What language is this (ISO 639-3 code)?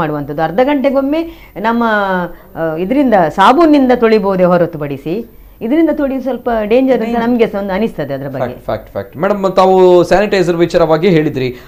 kan